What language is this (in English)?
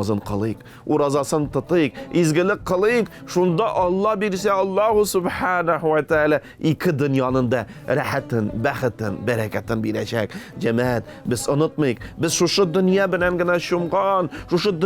Tatar